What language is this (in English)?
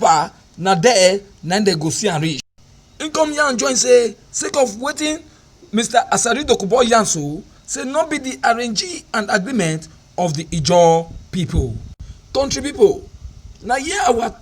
Nigerian Pidgin